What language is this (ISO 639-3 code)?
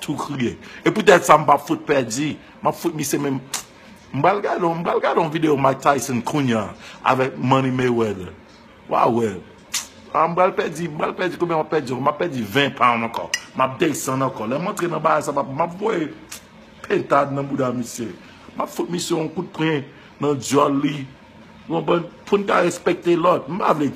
hat